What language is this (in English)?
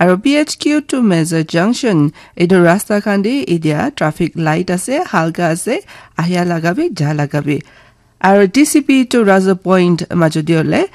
Naga Pidgin